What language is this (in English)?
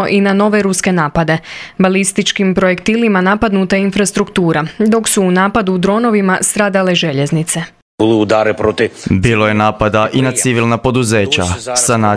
Croatian